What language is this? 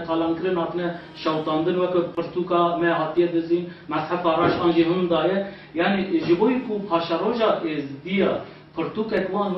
Kurdish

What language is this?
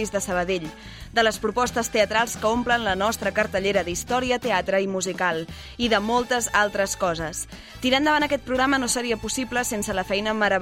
Catalan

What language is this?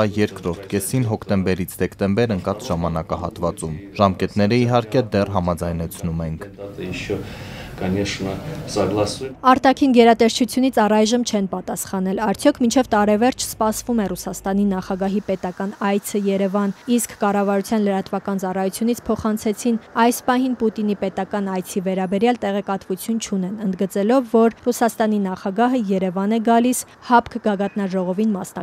Armenian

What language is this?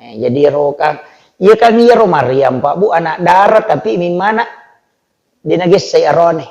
Buginese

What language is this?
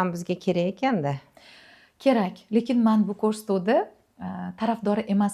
Uzbek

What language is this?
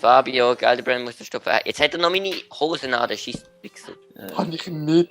Swiss German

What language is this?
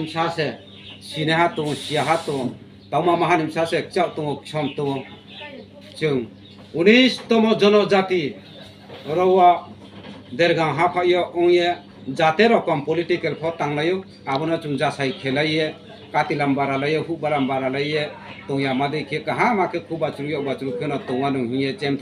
Riang (India)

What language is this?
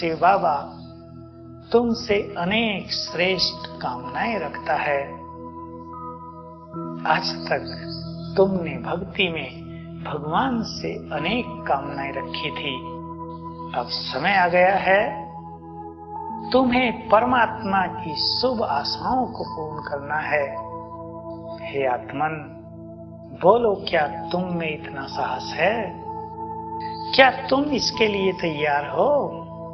Hindi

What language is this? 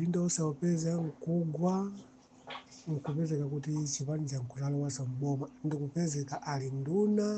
Nyanja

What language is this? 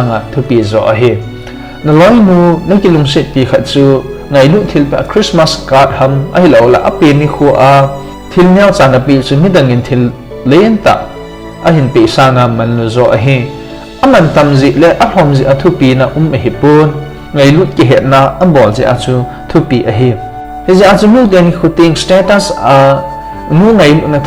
Thado Chin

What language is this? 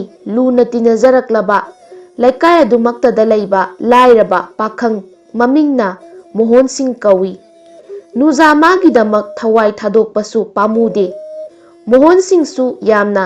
Manipuri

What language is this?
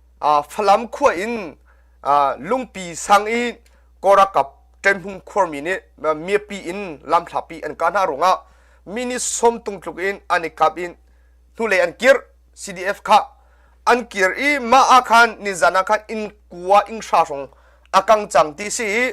Hakha Chin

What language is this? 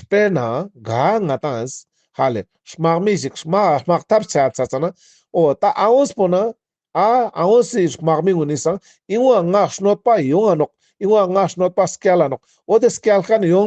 Ladakhi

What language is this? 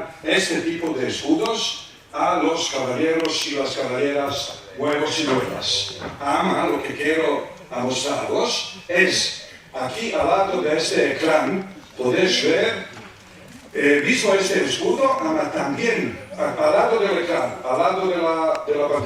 Ladino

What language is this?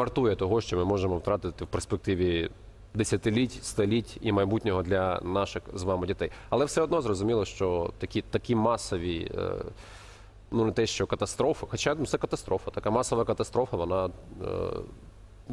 Ukrainian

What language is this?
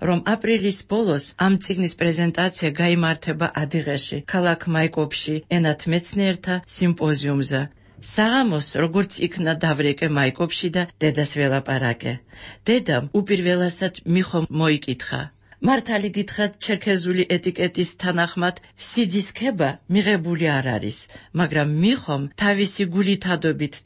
Georgian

